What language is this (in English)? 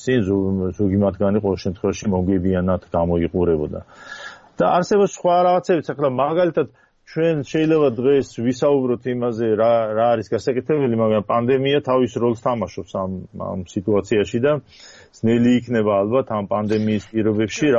Georgian